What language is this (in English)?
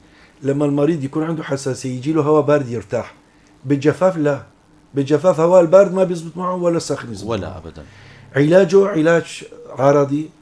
North Levantine Arabic